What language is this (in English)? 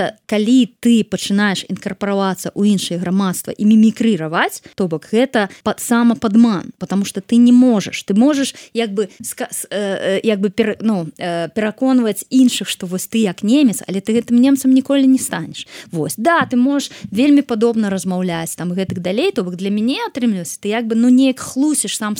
Belarusian